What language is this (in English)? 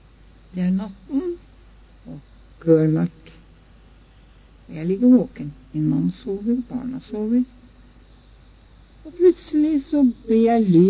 Norwegian